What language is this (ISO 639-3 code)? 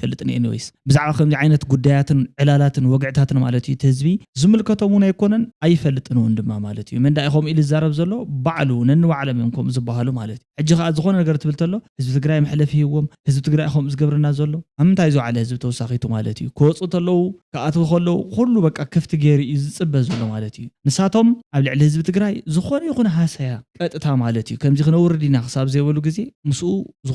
tir